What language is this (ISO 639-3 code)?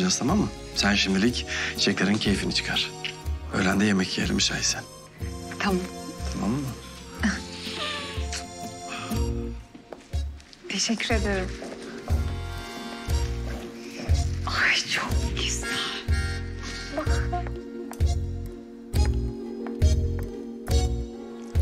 tur